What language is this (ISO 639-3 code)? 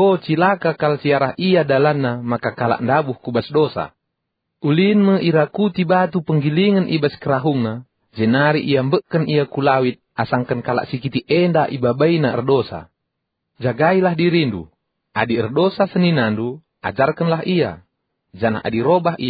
btx